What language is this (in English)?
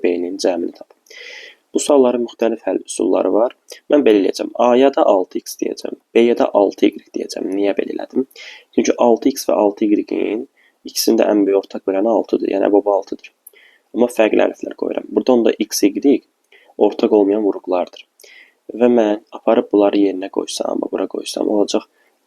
Azerbaijani